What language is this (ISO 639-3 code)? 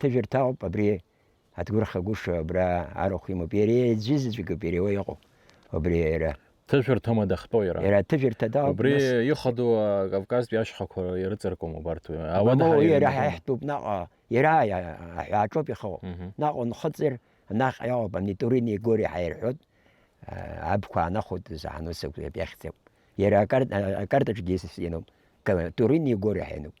abk